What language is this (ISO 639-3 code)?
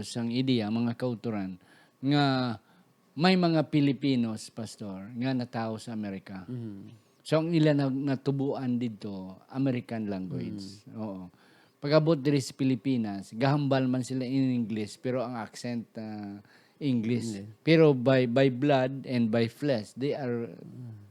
hil